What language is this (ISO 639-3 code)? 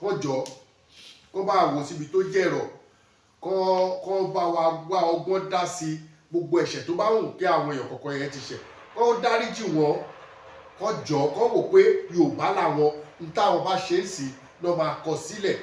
yor